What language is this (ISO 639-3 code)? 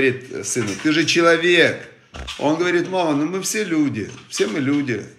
rus